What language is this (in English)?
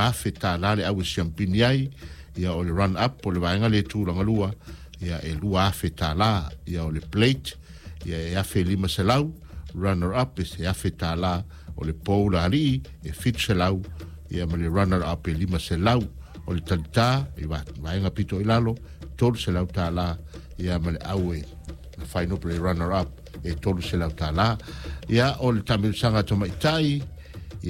Samoan